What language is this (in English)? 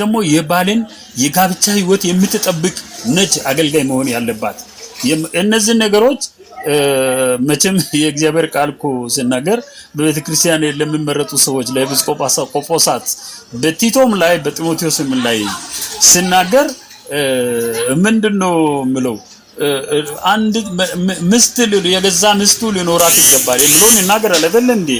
Amharic